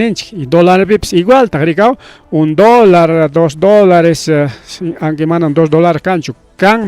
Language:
Ayacucho Quechua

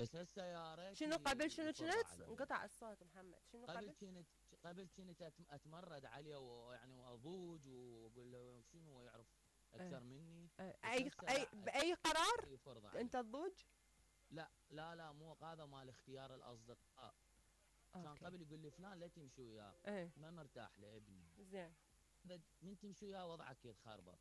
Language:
Mesopotamian Arabic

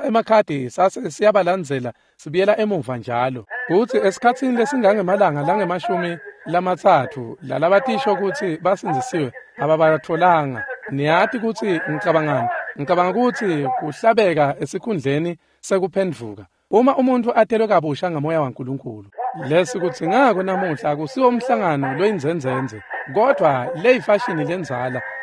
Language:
Swati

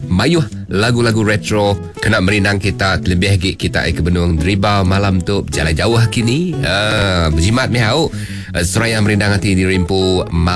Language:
Iban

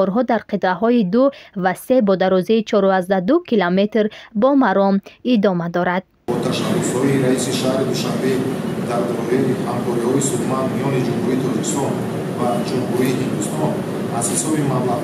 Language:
Tajik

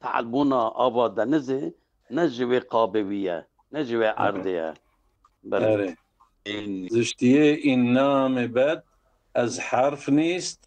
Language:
Kurdish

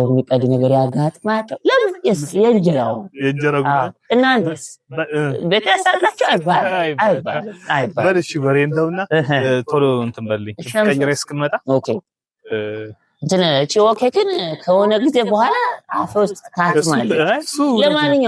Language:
Amharic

